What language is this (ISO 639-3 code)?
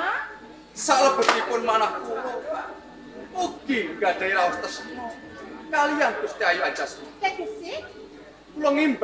jav